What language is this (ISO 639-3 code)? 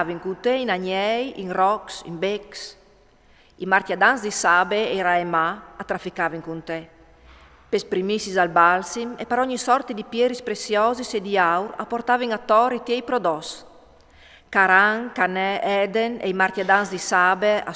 fur